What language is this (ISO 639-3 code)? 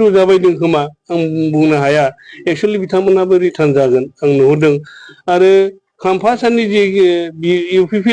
brx